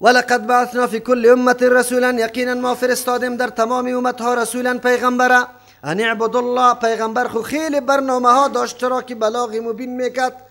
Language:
Persian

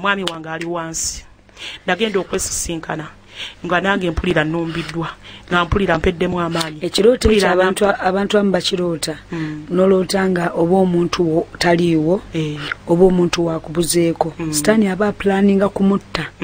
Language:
Ganda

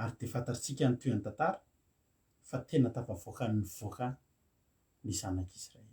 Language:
Malagasy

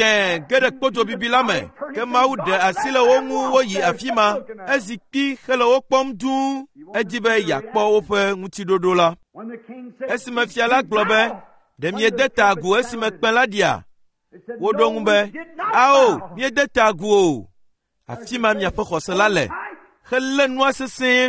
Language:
Ewe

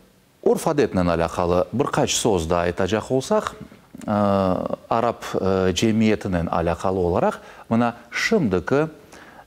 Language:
Crimean Tatar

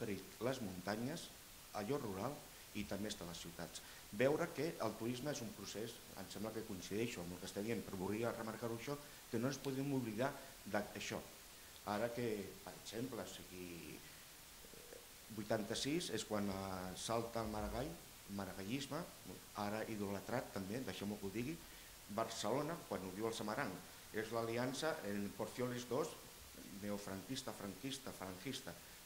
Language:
Catalan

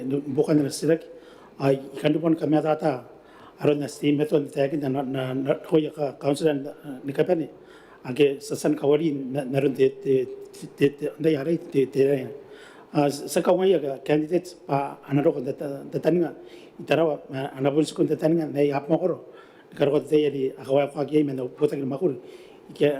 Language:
Gilbertese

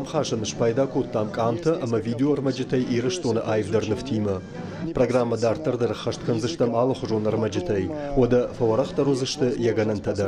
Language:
Ossetic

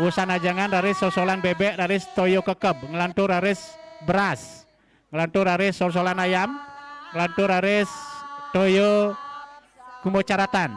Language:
Balinese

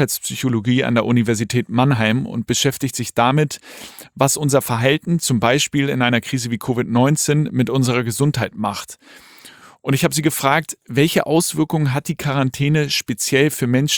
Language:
German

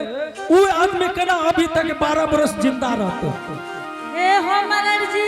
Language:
Angika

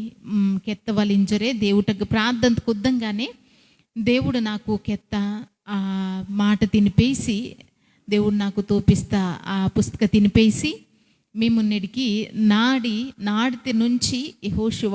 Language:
Koya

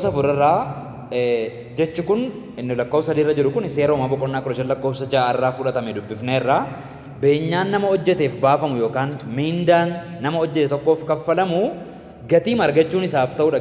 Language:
Oromo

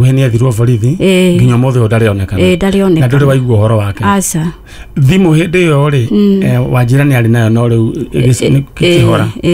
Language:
Kikuyu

